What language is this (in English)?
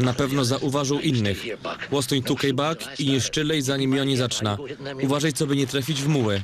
Silesian